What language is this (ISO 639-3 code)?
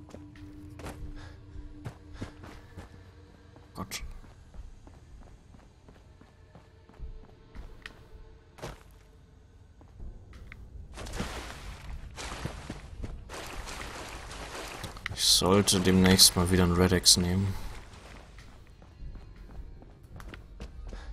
deu